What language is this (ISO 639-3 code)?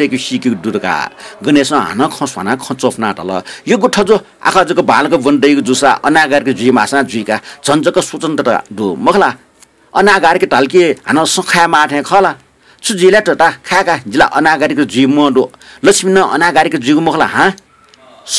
new